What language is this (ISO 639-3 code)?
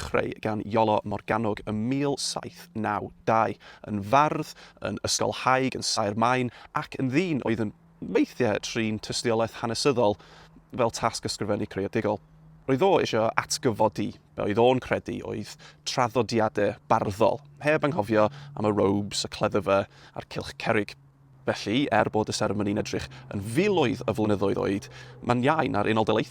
cym